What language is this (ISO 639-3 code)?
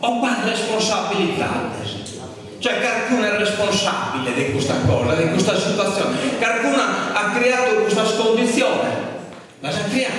srd